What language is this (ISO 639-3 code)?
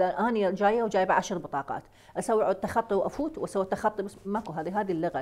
acm